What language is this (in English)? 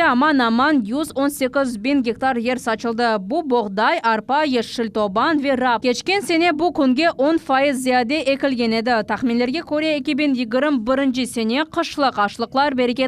Crimean Tatar